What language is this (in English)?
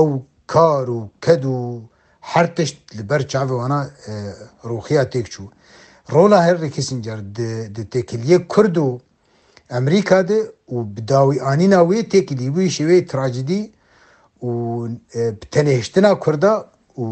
Kurdish